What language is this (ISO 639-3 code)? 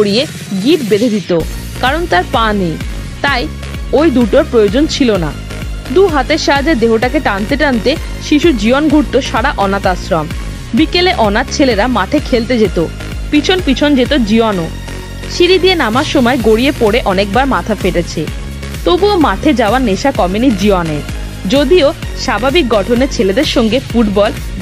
ben